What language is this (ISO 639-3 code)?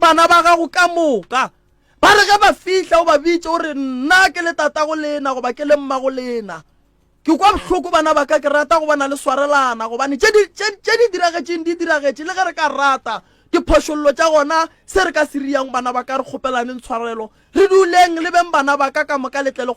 nso